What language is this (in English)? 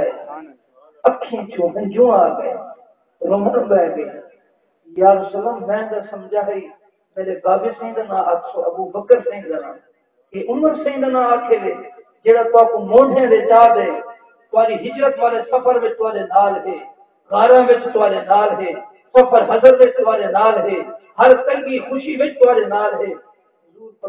Saraiki